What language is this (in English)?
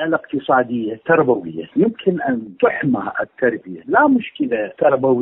Mesopotamian Arabic